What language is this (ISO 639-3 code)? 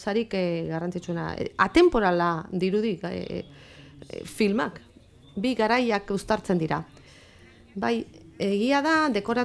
eus